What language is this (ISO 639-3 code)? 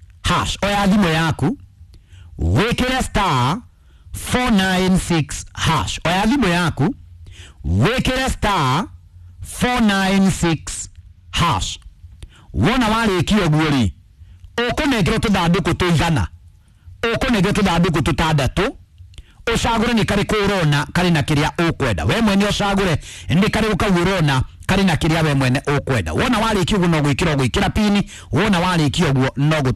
kik